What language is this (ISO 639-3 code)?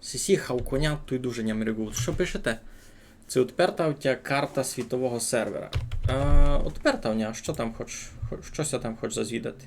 rue